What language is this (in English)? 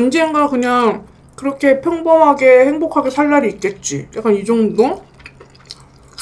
Korean